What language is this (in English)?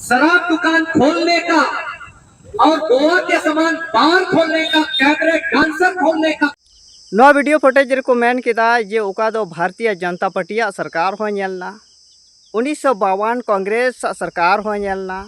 Santali